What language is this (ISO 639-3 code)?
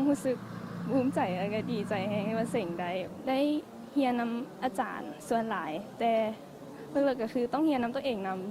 lao